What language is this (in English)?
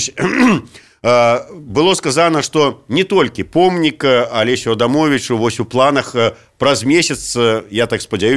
Belarusian